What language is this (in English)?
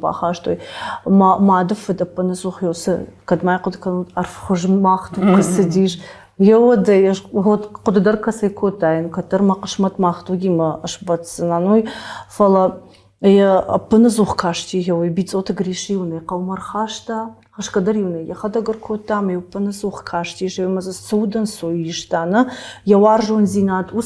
Ossetic